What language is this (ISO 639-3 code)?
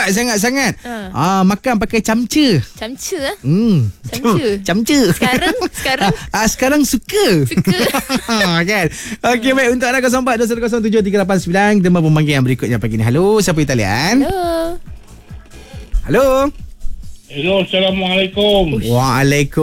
msa